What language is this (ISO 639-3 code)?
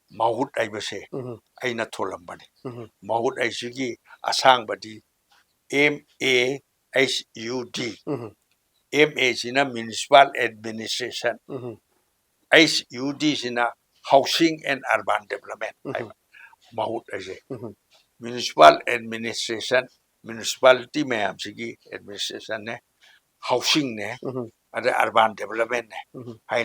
mni